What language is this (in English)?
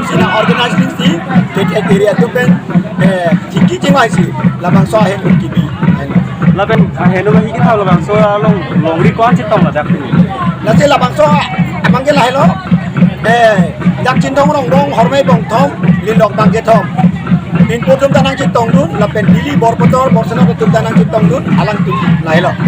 Karbi